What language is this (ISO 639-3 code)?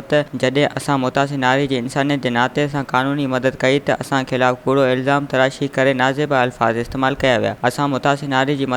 snd